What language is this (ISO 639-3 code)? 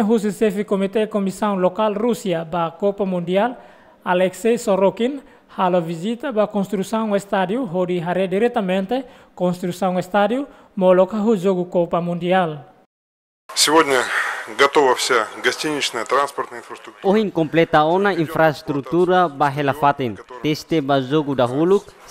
tet